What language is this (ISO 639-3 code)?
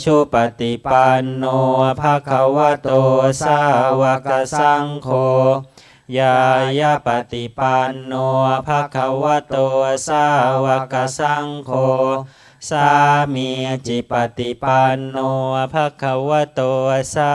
pli